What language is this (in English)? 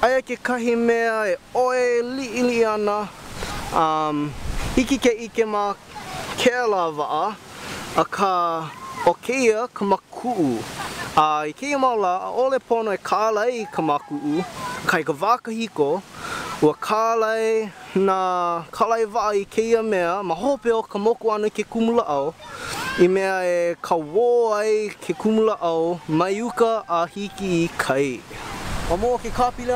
Hawaiian